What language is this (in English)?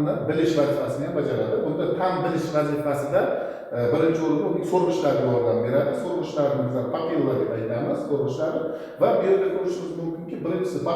Uzbek